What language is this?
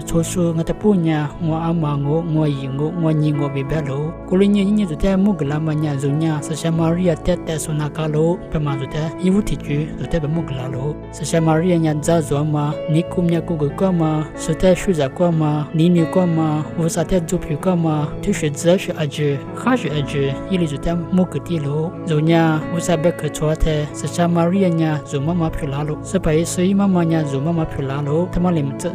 Lisu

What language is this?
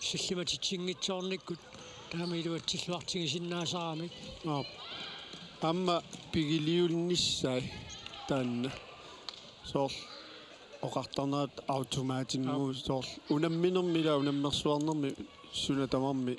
Kalaallisut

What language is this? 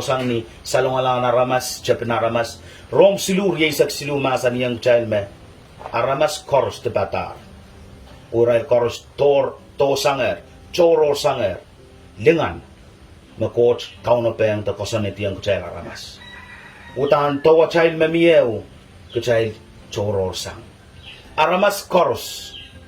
Pohnpeian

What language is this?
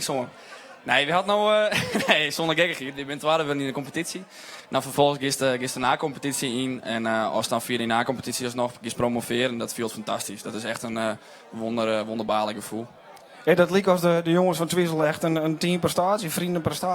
Western Frisian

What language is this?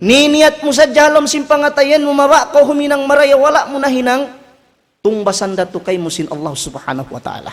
Tausug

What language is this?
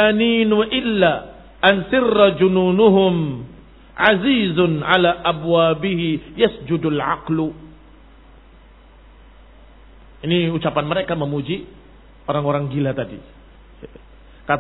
Indonesian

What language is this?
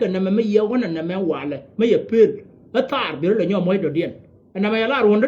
Nuer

